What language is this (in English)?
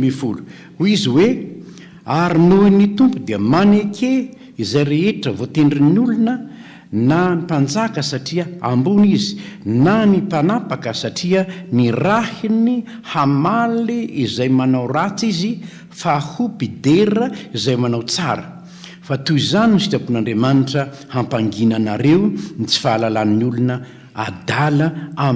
Malagasy